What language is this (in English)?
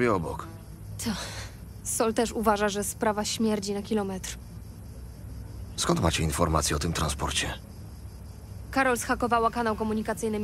Polish